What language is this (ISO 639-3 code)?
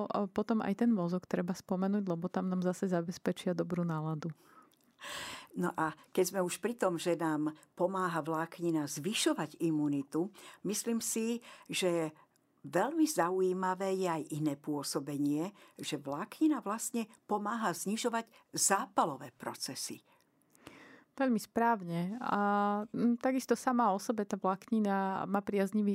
slk